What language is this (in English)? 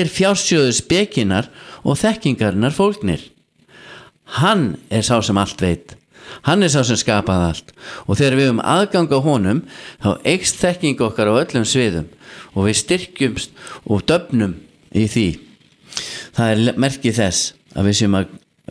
Icelandic